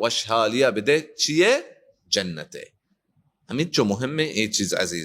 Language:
Baluchi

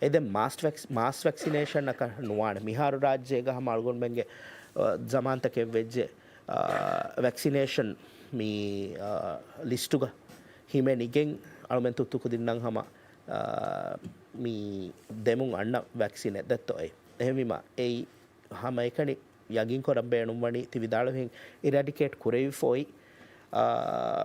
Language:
Divehi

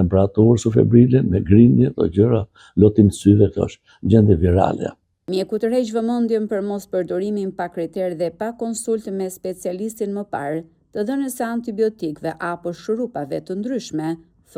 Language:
Albanian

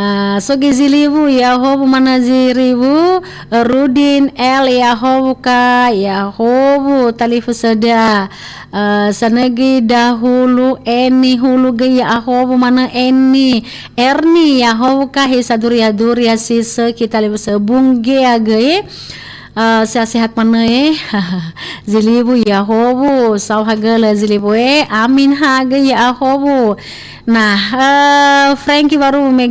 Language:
Nias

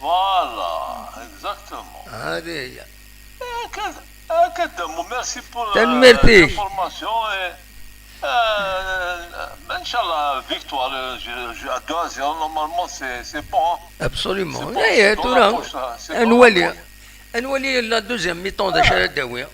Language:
Kabyle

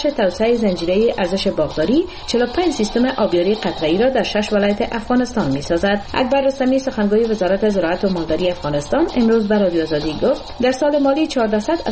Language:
Persian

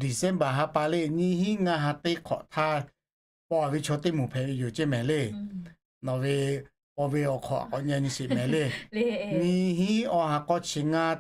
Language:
Lahu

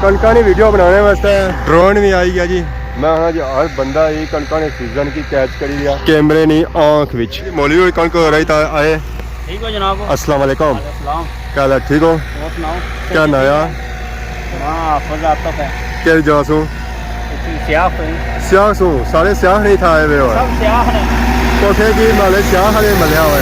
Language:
Pahari-Potwari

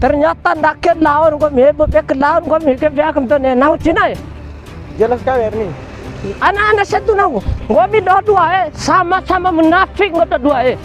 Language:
Bima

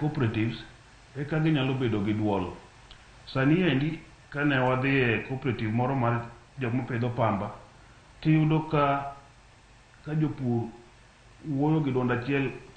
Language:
Luo (Kenya and Tanzania)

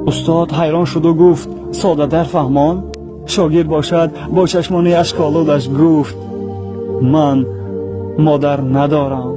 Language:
Tajik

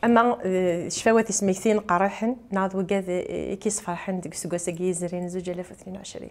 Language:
Kabyle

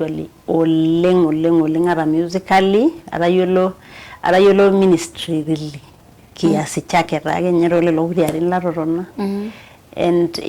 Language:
Masai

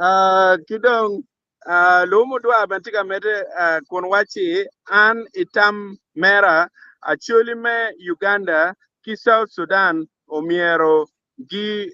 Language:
Acoli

